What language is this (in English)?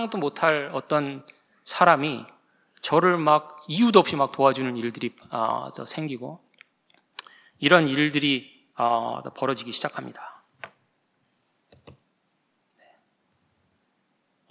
Korean